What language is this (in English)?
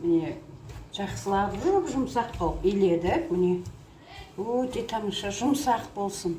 Kazakh